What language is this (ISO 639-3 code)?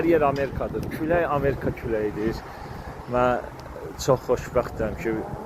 aze